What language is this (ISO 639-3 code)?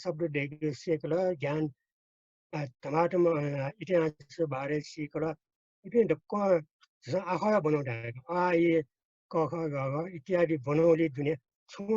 new